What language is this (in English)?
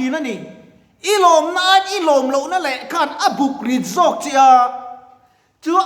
Mizo